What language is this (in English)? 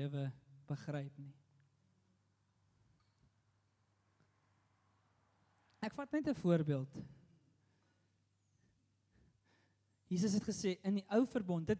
Afrikaans